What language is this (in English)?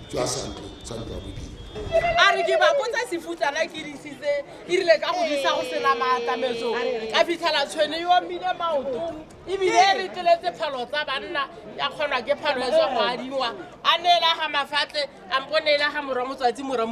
Tswana